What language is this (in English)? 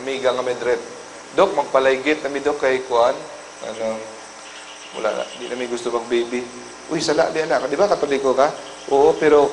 Cebuano